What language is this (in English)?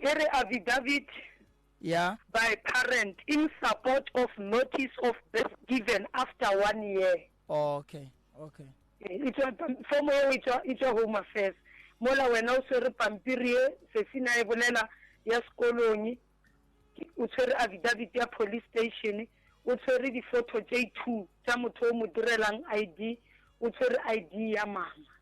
Northern Sotho